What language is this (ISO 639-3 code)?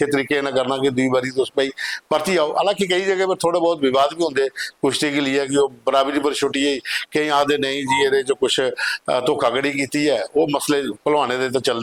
doi